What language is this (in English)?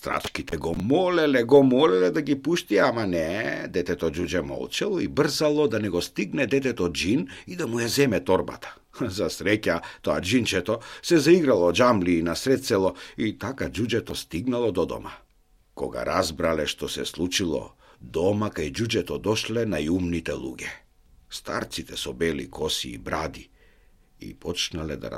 Macedonian